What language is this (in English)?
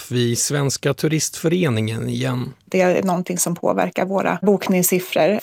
Swedish